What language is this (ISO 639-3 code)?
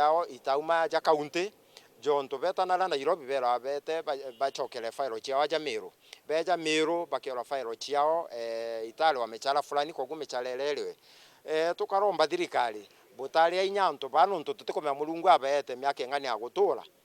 mer